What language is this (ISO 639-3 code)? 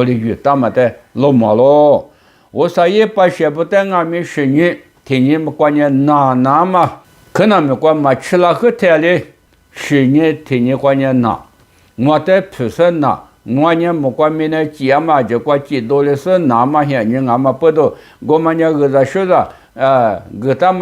lis